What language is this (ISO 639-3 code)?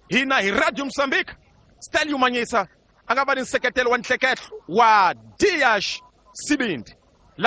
tso